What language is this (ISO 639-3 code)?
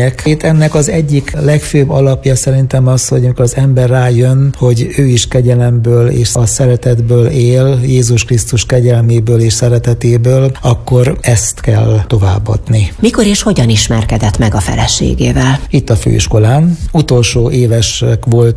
hun